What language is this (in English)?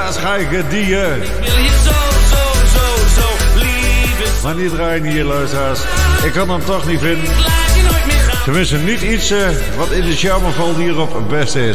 Dutch